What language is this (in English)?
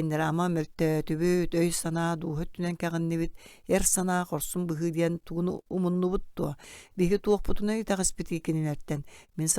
Yakut